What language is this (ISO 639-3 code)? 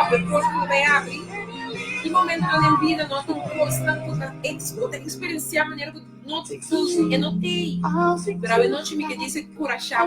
pap